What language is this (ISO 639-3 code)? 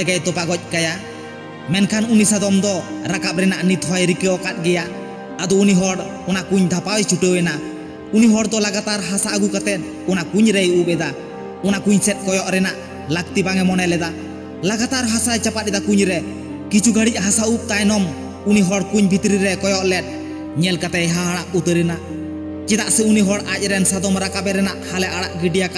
sat